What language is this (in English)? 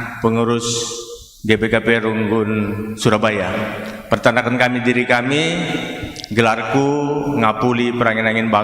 Batak Karo